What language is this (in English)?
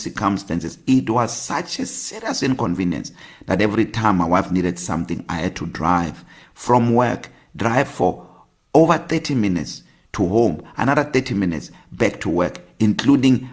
English